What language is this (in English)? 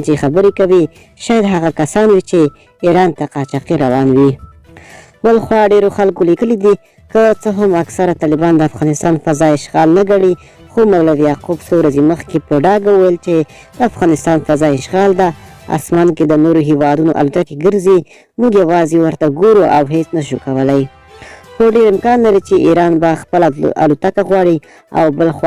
Pashto